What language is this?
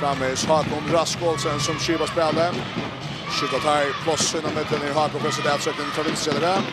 Faroese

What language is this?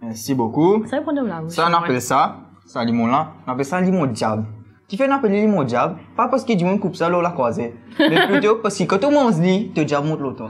Morisyen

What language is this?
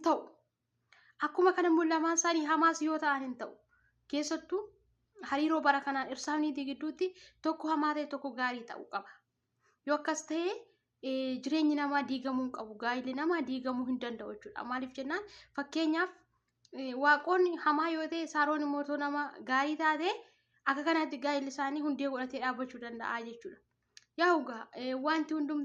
Oromo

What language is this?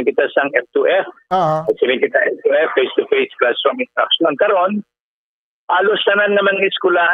Hiligaynon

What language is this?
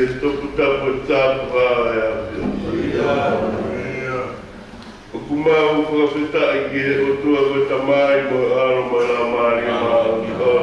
Tongan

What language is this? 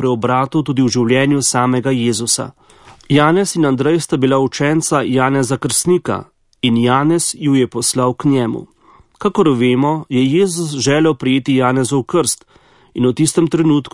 Slovenian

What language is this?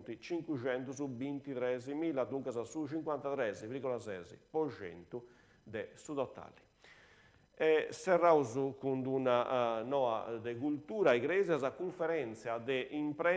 Sardinian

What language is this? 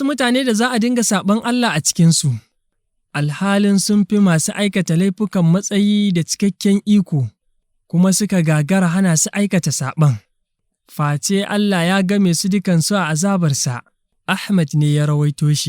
Hausa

